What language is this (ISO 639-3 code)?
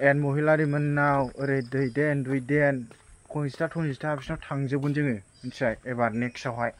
brx